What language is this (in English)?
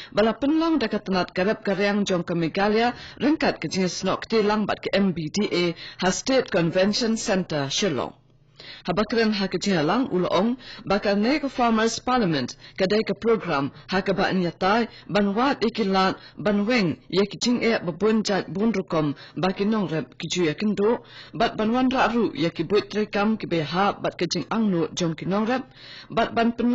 Khasi